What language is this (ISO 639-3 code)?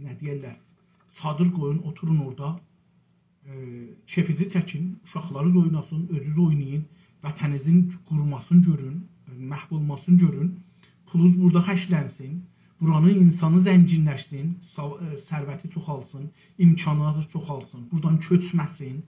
azb